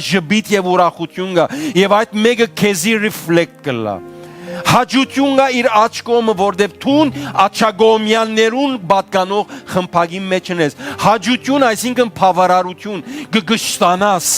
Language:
Western Armenian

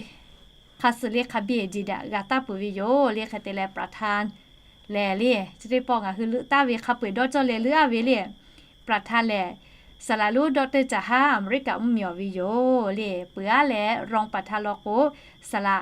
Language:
Lahu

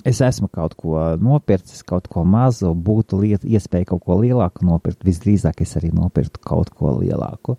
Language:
Latvian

